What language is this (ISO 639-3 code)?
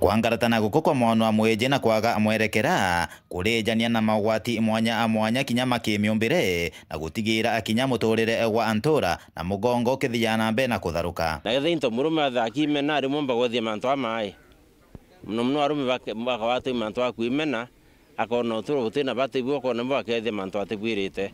mer